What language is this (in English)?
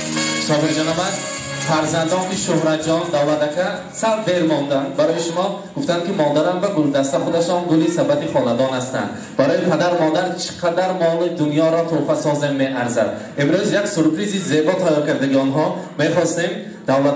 Tajik